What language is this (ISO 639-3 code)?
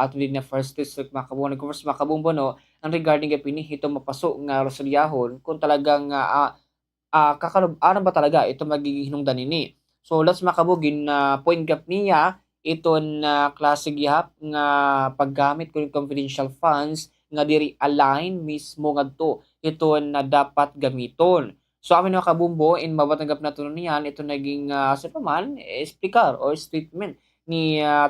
war